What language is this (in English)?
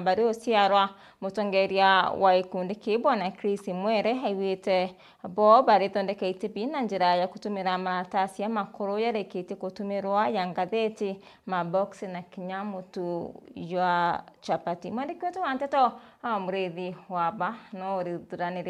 Meru